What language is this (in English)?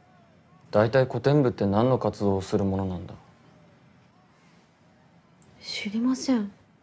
Japanese